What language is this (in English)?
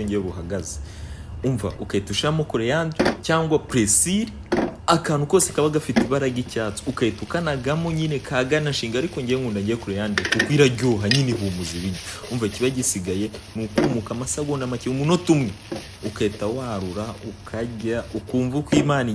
Kinyarwanda